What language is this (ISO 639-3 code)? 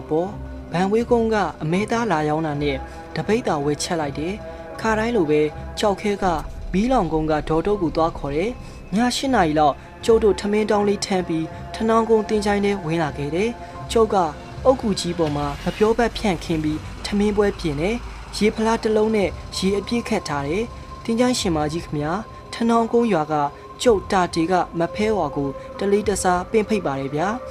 mya